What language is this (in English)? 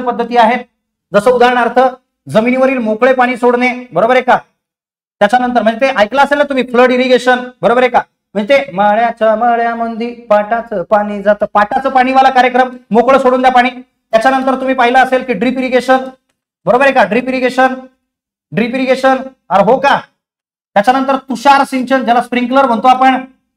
Marathi